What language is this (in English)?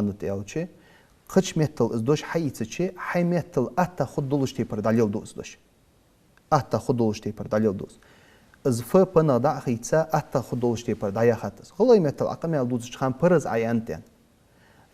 Ingush